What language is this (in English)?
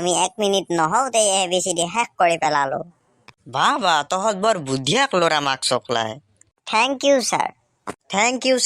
Assamese